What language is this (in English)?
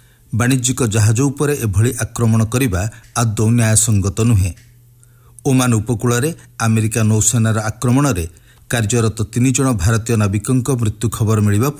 Odia